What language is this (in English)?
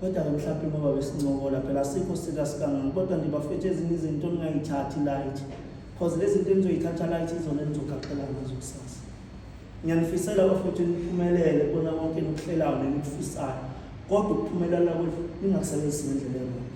Zulu